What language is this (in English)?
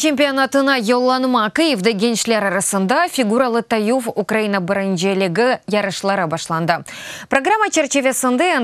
Crimean Tatar